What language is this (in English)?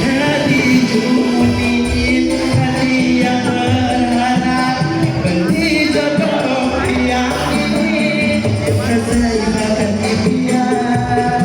Balinese